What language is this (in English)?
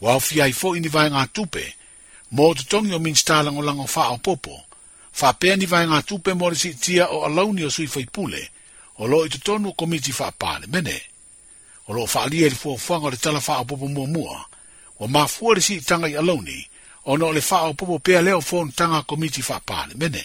Samoan